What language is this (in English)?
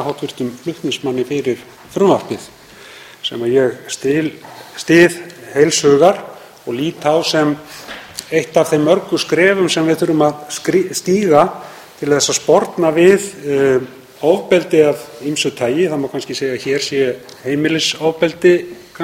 Icelandic